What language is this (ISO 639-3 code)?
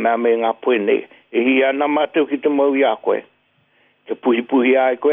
mri